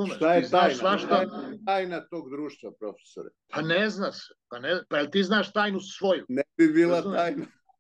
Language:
Serbian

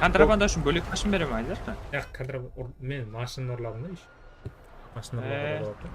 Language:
Kara-Kalpak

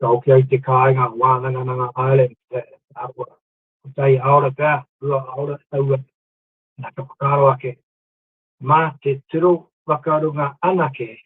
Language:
Māori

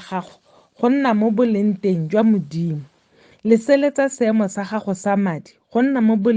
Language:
Tswana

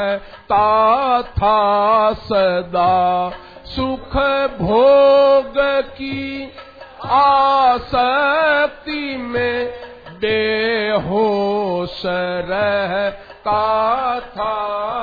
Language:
Hindi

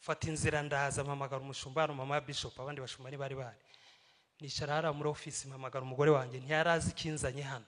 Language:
Kinyarwanda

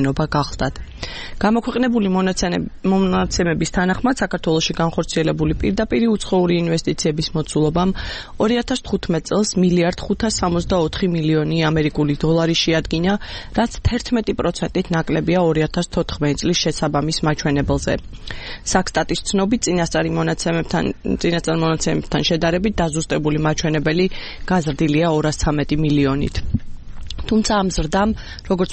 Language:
Georgian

